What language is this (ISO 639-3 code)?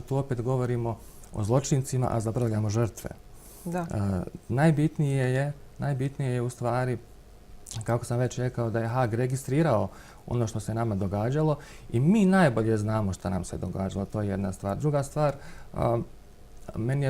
bos